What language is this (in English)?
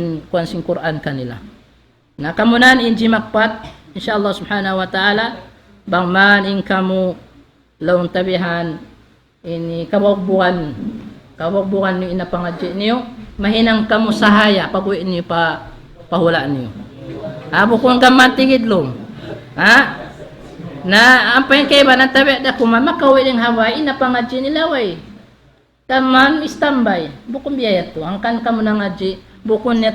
Tausug